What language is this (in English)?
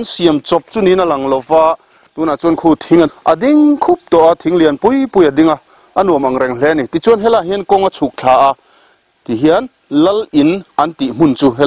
Mizo